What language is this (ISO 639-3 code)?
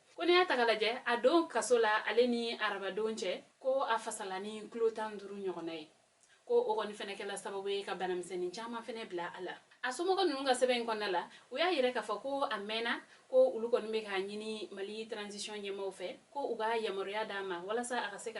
bam